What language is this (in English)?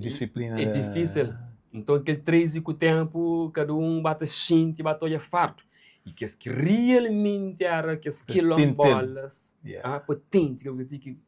Kabuverdianu